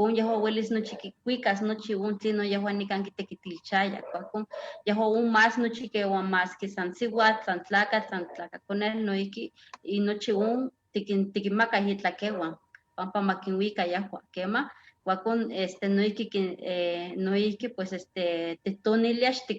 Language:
Eastern Huasteca Nahuatl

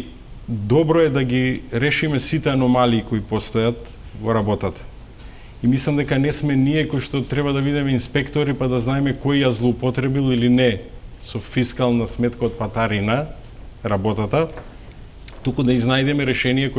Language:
Macedonian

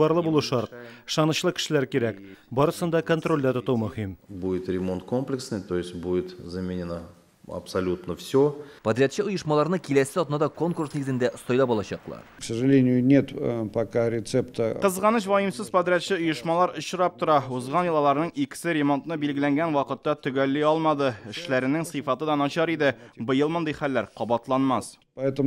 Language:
Tatar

